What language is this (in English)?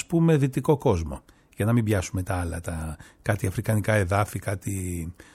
Greek